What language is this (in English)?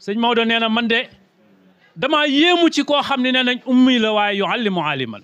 Wolof